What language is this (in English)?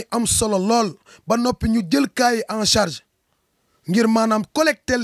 Wolof